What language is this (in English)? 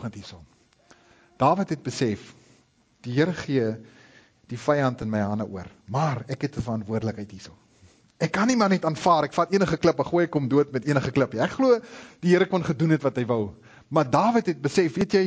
Afrikaans